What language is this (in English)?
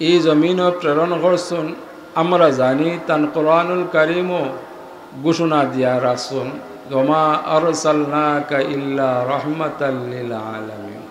Sylheti